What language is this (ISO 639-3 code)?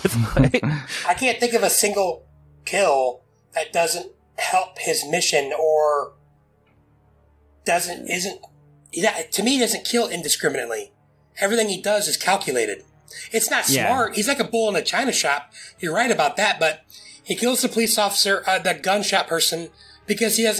eng